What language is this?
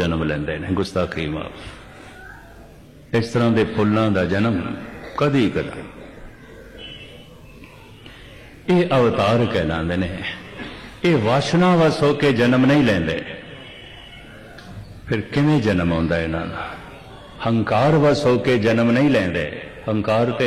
Punjabi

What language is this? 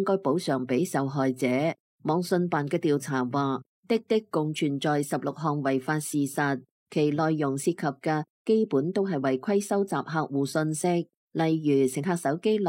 Cantonese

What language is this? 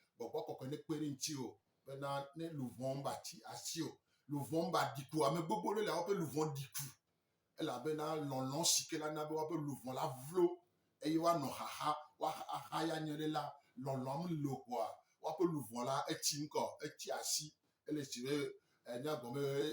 Gen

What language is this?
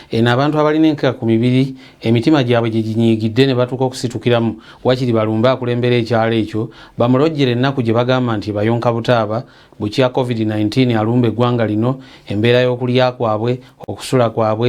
Ganda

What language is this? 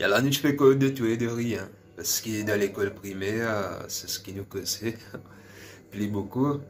Morisyen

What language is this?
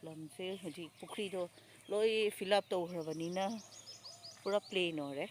Manipuri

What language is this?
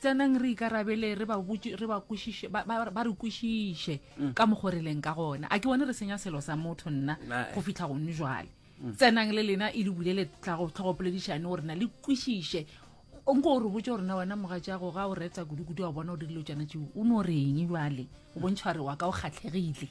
Northern Sotho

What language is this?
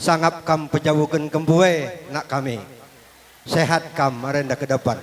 Batak Karo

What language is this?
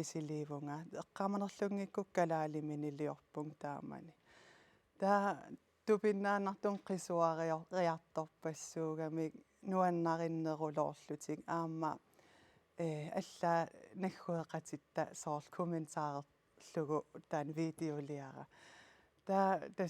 Kalaallisut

